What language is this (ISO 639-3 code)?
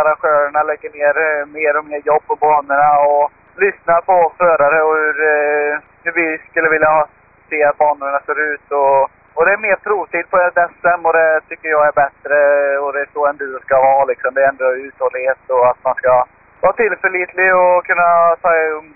swe